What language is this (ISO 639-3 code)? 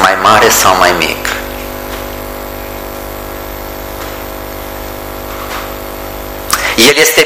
ron